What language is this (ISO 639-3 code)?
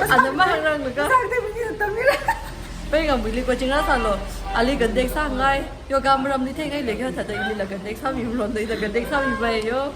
nmf